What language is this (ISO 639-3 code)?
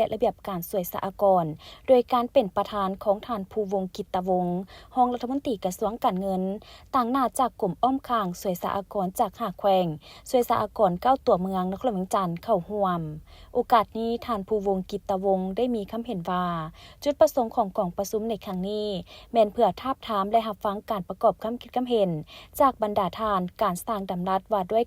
lao